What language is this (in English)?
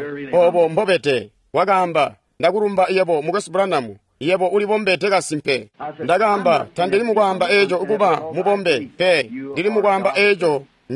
Tonga (Zambia)